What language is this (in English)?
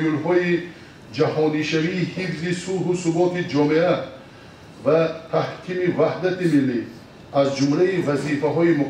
Tajik